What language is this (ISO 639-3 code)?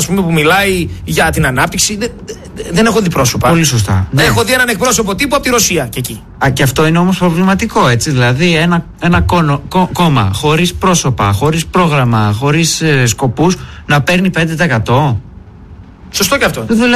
ell